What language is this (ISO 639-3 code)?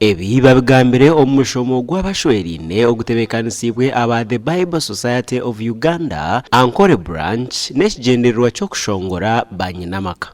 nyn